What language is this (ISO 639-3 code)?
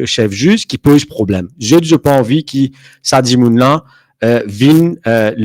mfe